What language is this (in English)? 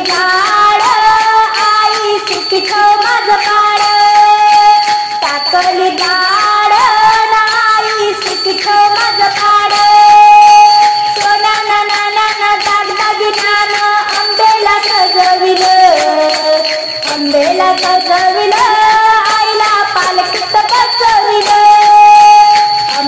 Marathi